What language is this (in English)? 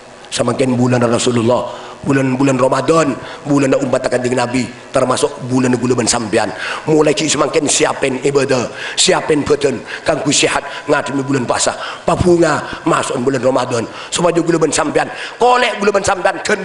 Madurese